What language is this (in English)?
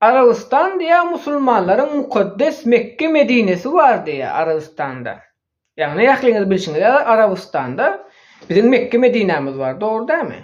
Turkmen